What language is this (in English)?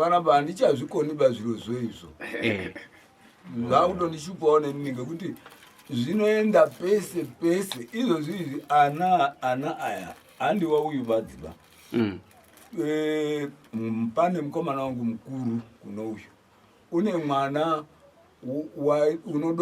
Shona